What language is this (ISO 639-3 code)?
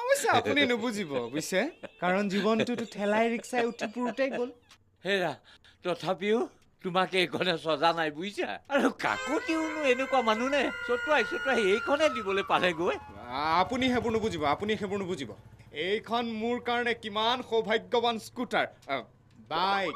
asm